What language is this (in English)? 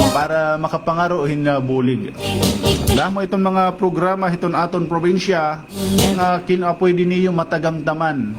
Waray